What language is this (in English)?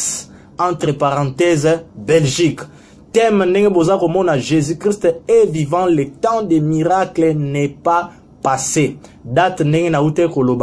Lingala